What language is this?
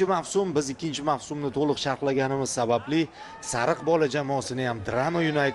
Uzbek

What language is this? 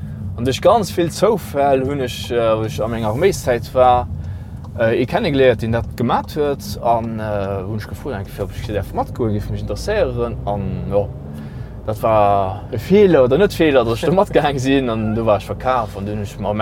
Luxembourgish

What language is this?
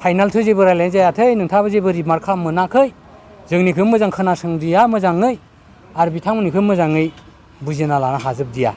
Bodo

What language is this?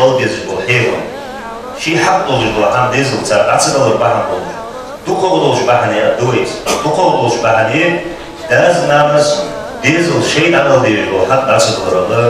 Ingush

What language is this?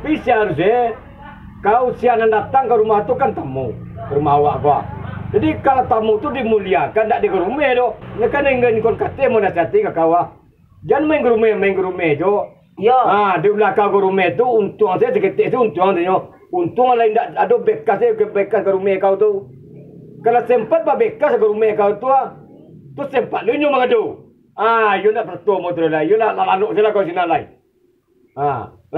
Minangkabau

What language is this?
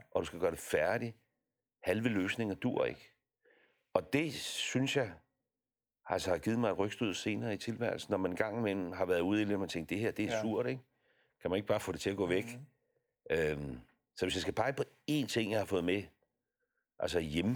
Danish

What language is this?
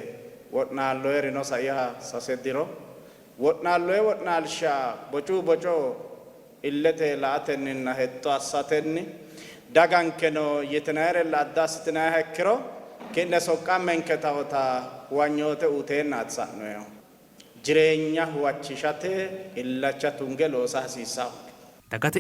Sidamo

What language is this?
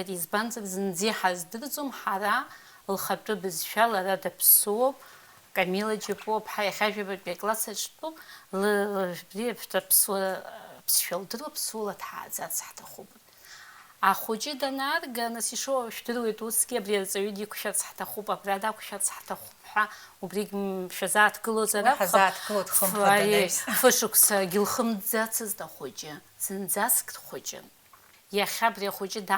Abkhazian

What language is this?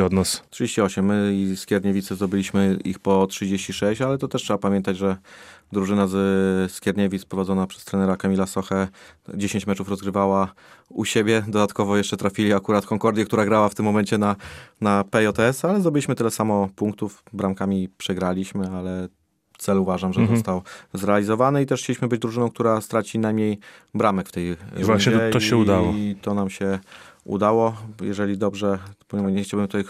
Polish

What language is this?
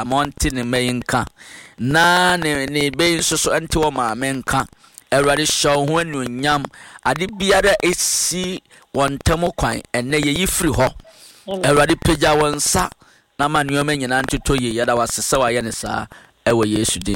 Akan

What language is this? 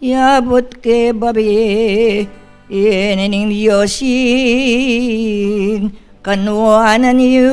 Pampanga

